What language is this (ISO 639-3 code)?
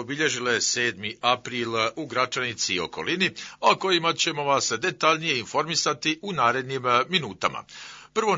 bos